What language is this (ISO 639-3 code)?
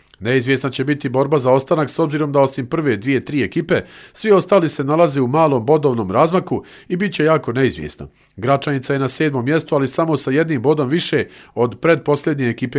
hrv